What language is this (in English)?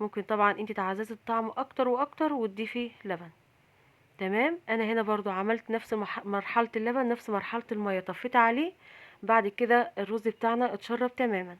Egyptian Arabic